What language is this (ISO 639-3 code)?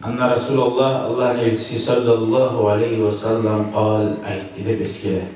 kum